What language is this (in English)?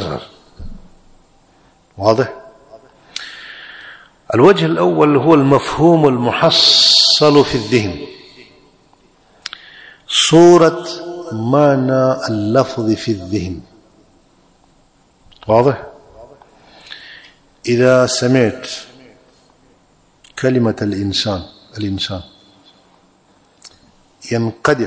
Arabic